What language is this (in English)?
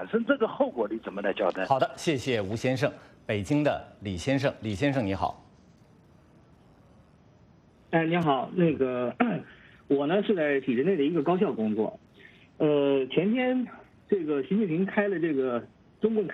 Chinese